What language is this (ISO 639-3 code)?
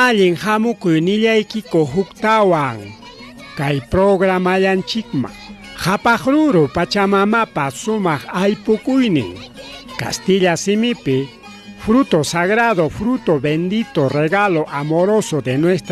quy